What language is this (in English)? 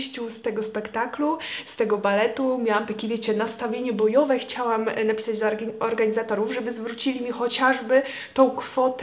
Polish